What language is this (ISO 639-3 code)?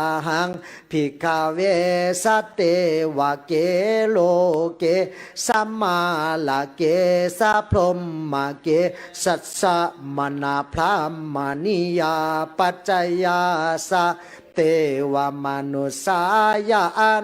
pli